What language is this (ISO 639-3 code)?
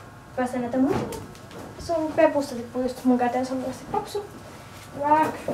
fin